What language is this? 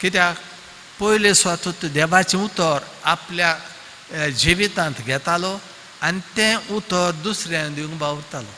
Konkani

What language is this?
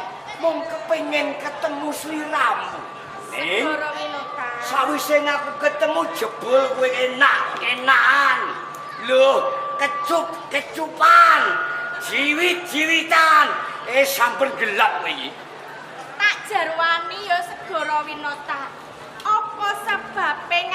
Javanese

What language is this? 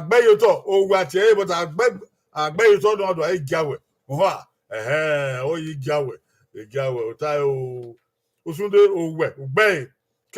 Bini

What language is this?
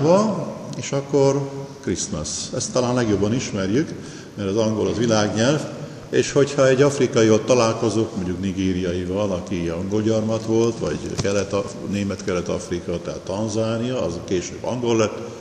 Hungarian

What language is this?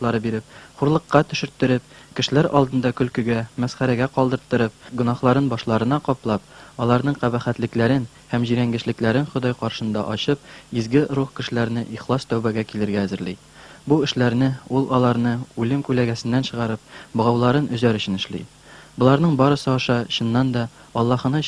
Tatar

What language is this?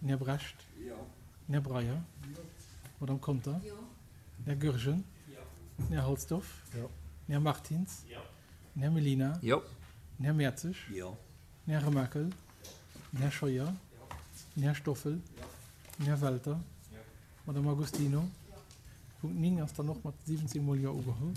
Luxembourgish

